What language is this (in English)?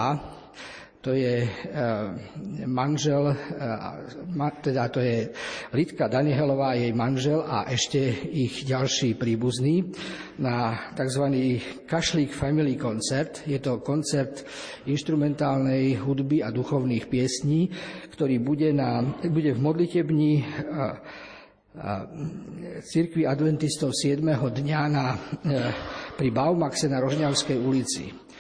Slovak